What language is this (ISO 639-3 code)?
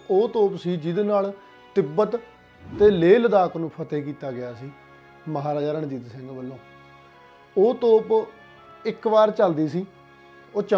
pan